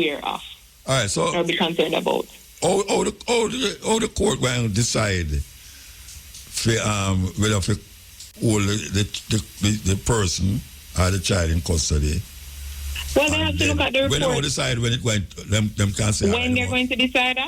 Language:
Jamaican Creole English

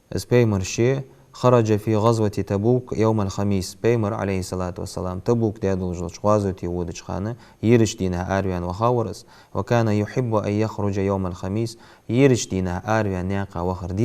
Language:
Ingush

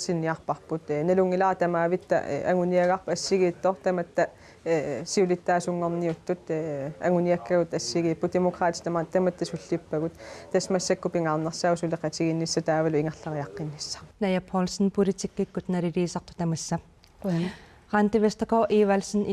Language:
Kalaallisut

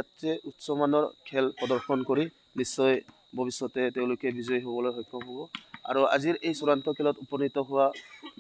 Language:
Assamese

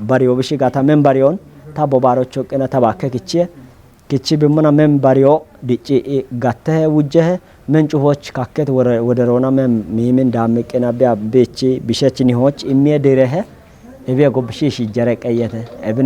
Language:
Kafa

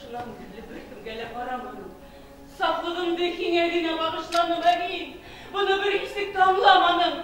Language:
Bashkir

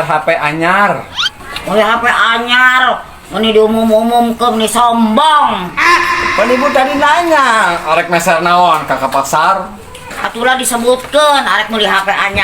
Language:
Sundanese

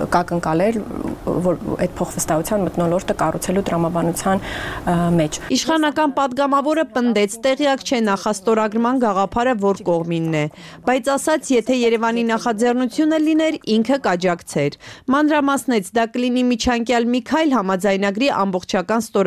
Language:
Armenian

